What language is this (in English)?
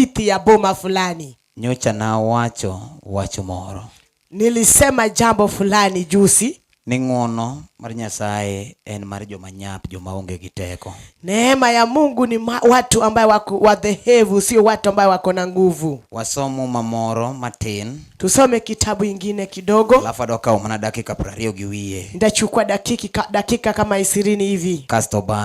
Luo (Kenya and Tanzania)